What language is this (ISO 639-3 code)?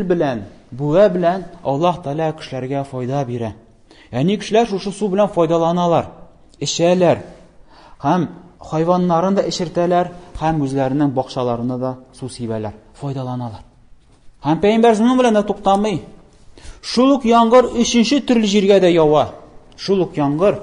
tat